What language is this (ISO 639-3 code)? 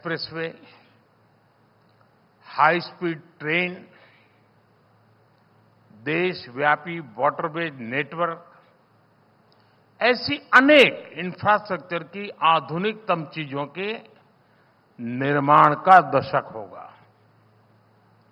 hin